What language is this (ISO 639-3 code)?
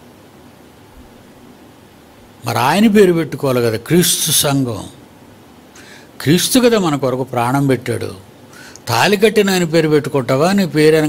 tel